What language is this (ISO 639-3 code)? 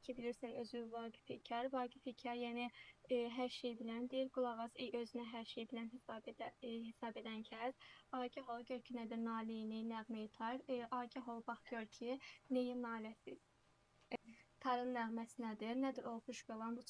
aze